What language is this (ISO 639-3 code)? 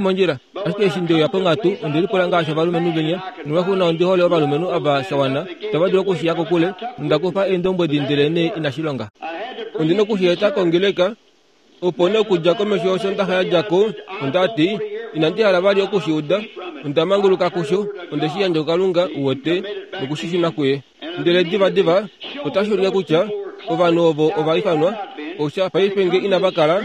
kua